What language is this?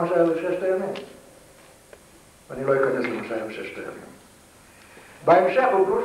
Hebrew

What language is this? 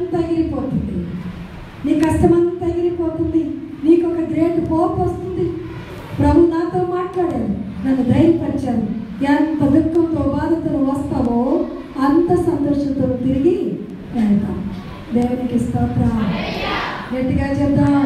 Telugu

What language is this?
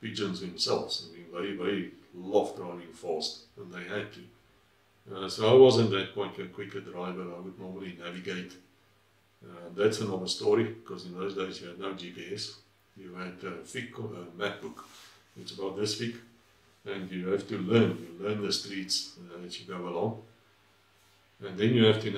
English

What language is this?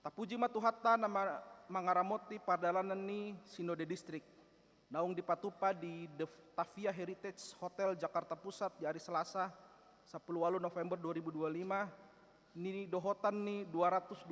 Batak Toba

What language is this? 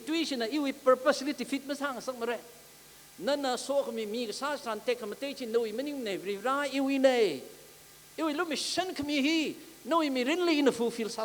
Tangkhul Naga (India)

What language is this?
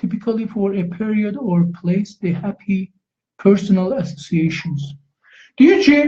South Azerbaijani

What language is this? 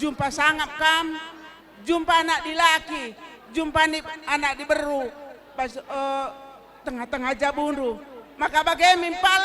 Batak Karo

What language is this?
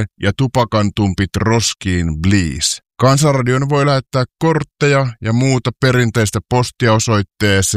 Finnish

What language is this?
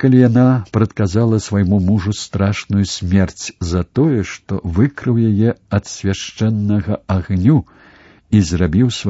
Belarusian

